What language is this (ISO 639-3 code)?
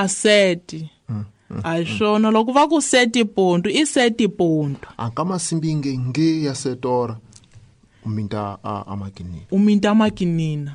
tso